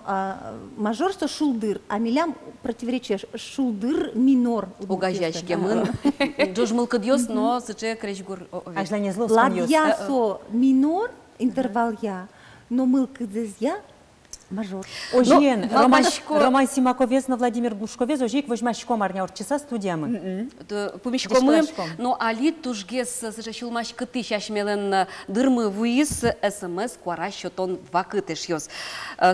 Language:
Udmurt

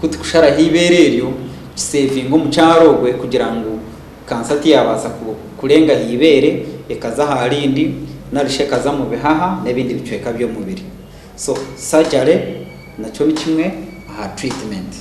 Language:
Nyankole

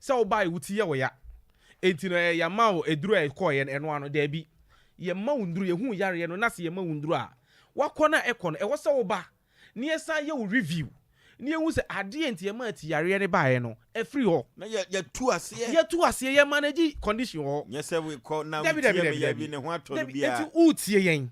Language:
Akan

